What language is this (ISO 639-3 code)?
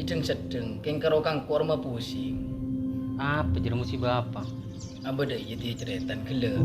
mad